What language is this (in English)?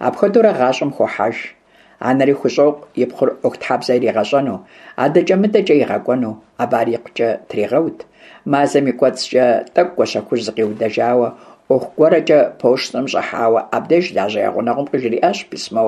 Kabardian